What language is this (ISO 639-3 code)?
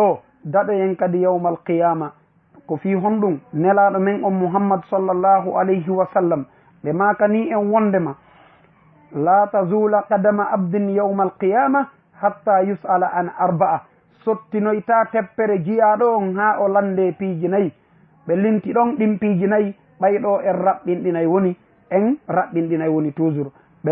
ful